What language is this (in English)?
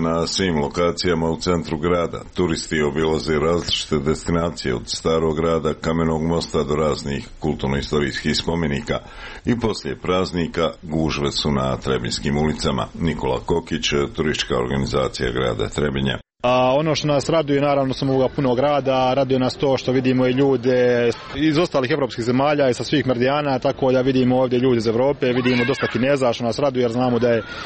Serbian